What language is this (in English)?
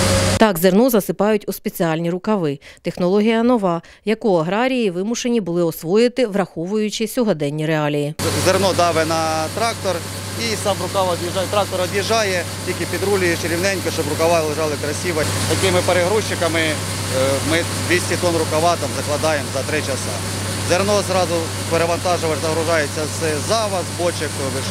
Ukrainian